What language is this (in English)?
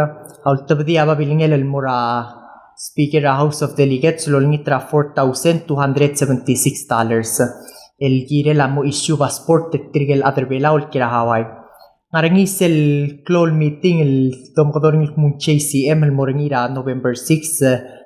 Palauan